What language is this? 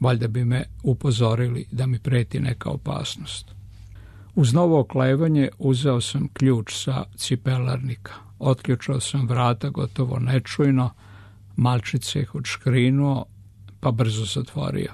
Serbian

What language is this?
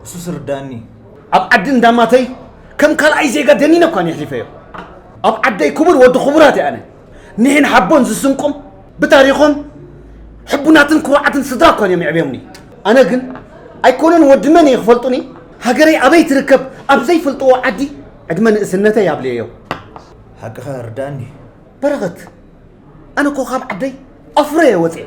Tigrinya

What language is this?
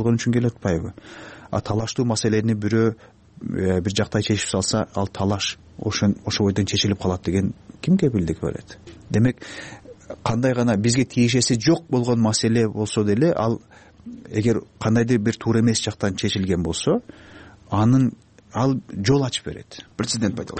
Kyrgyz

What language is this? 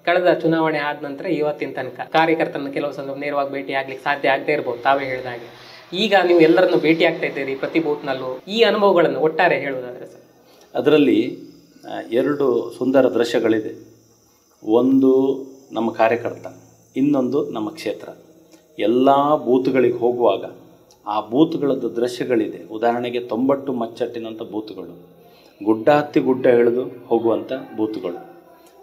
Kannada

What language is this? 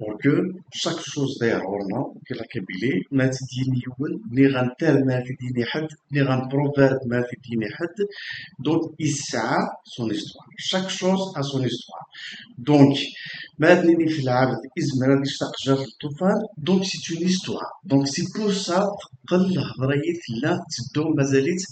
Kabyle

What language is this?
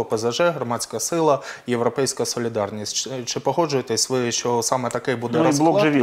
Ukrainian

